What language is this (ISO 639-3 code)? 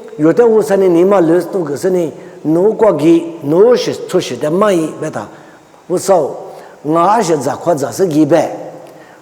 lis